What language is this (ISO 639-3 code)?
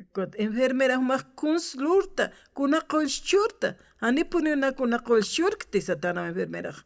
aym